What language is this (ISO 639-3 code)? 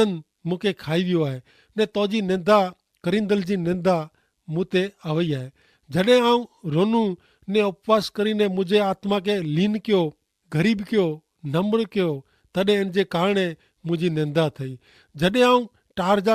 kfr